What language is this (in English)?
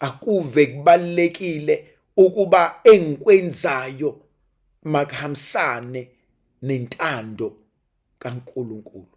Zulu